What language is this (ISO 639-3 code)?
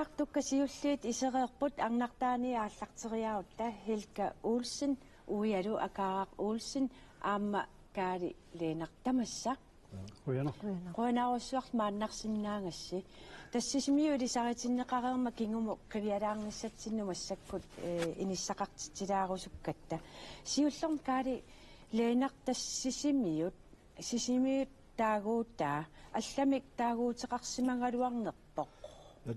kal